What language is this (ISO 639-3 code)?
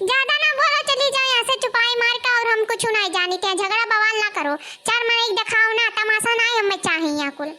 awa